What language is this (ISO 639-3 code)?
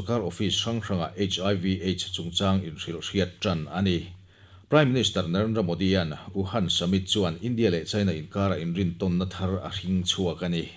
lus